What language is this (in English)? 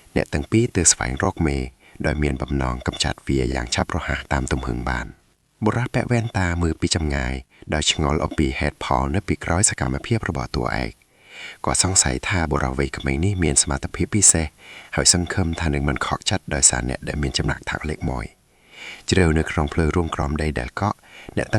Khmer